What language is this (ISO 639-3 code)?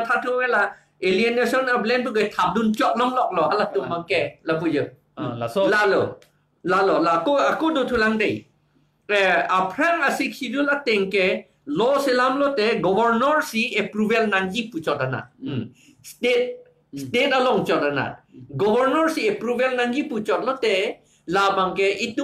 mjw